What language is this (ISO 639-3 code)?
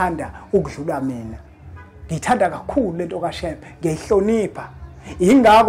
zul